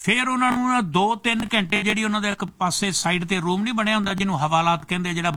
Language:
Punjabi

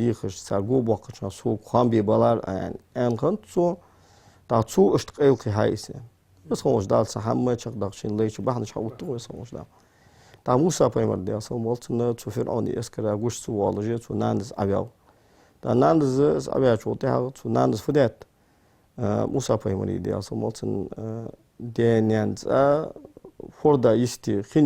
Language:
Ingush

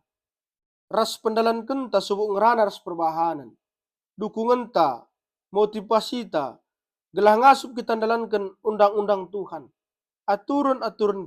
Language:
Batak Karo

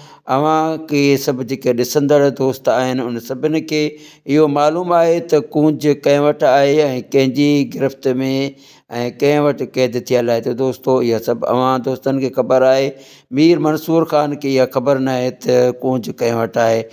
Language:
Sindhi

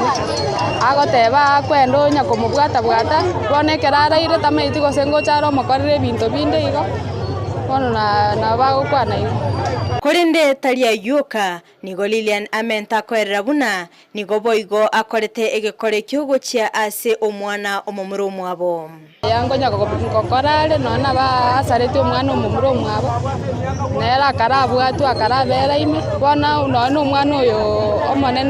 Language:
Gusii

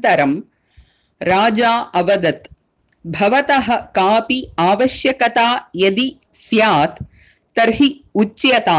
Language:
Sanskrit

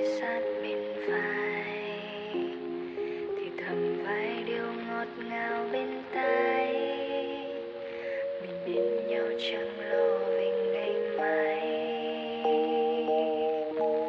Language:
Vietnamese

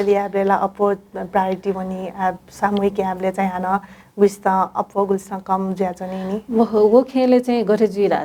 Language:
Newari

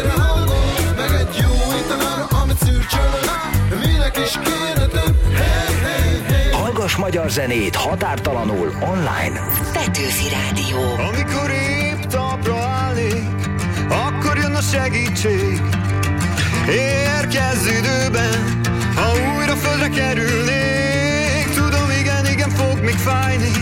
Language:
Hungarian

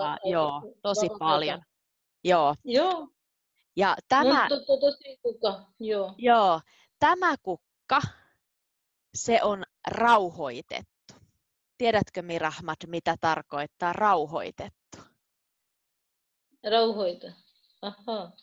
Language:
Finnish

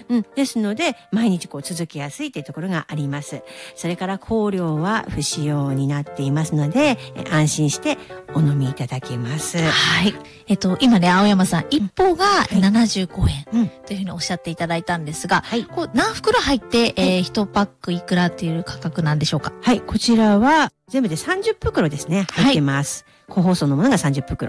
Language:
Japanese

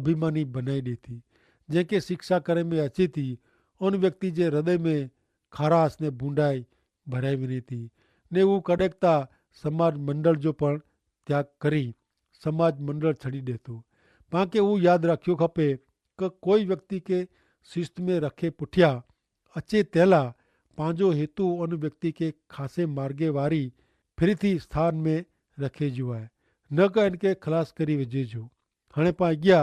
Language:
Kachhi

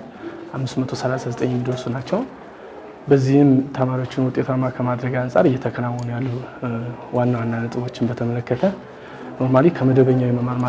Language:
Amharic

